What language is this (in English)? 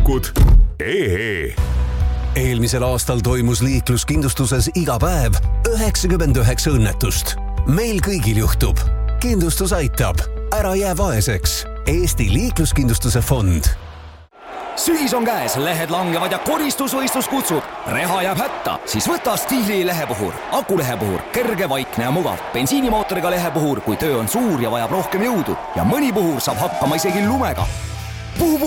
Estonian